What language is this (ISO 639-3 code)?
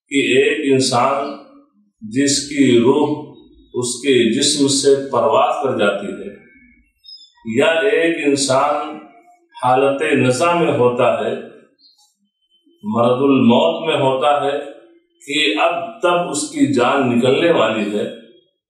urd